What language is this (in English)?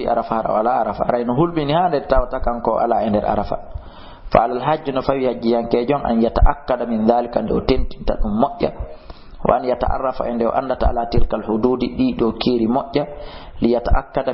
Fula